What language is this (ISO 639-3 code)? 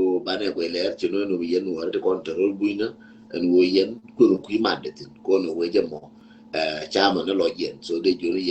nus